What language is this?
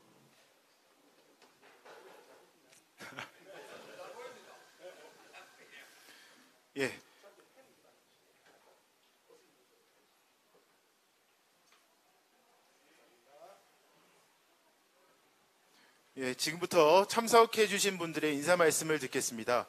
Korean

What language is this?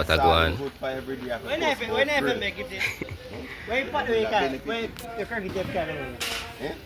Jamaican Creole English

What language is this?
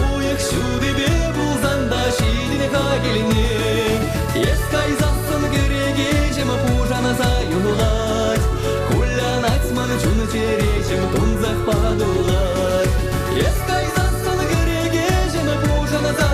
Chuvash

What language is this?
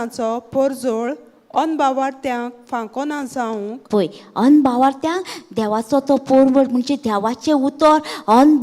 Konkani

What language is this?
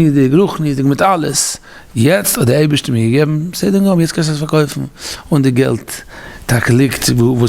Yiddish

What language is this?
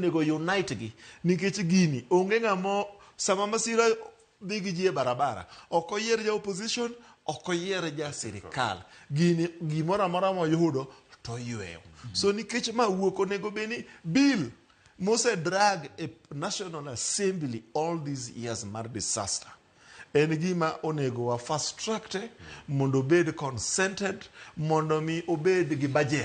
Luo (Kenya and Tanzania)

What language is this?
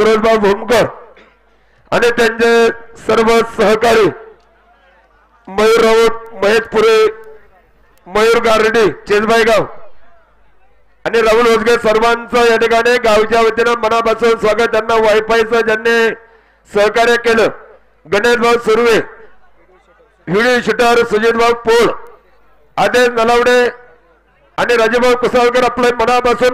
Marathi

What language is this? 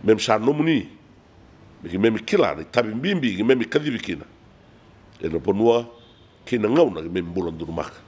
Fijian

